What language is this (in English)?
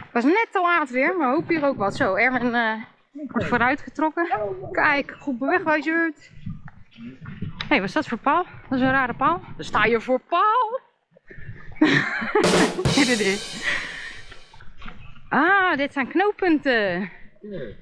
Dutch